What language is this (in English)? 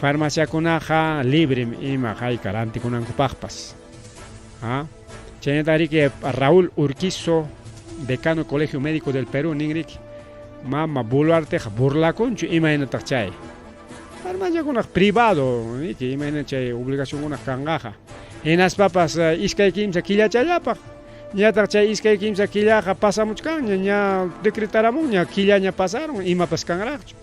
Ayacucho Quechua